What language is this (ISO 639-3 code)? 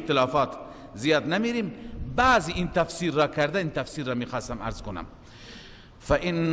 fas